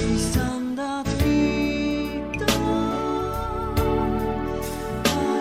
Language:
Estonian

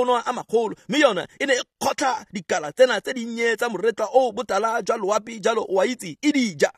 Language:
Tswana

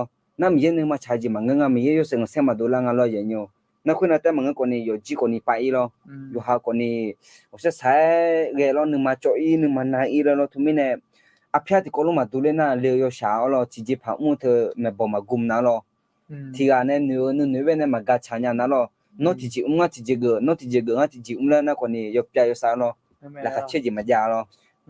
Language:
Akha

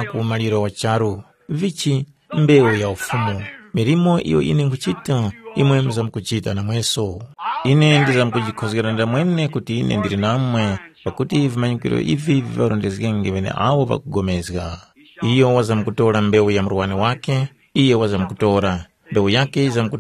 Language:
Tumbuka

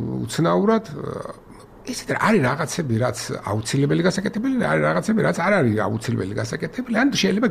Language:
Georgian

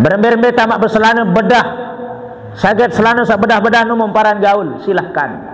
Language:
Sasak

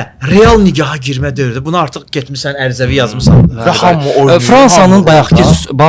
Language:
Azerbaijani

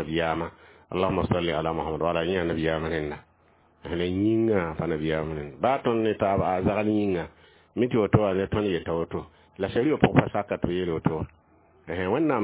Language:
Mossi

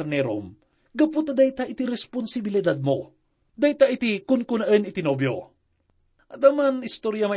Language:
Iloko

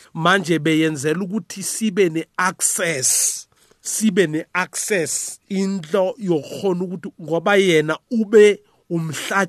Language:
South Ndebele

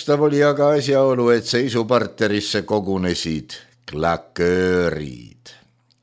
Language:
Estonian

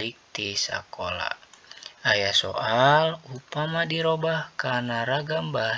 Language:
Sundanese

